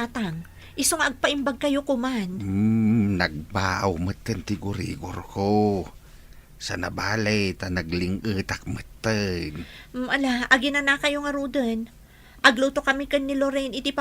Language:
Iloko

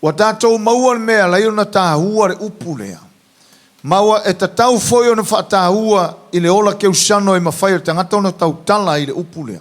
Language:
Samoan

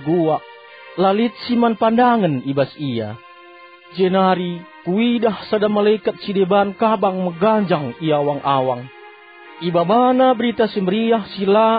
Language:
Batak Karo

